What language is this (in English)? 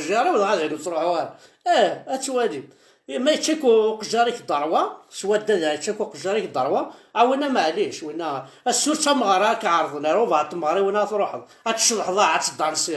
Kabyle